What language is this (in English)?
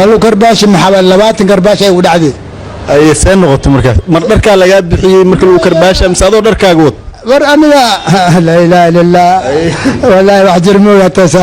Somali